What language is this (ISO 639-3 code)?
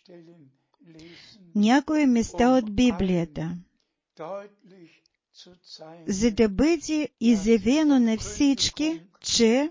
bul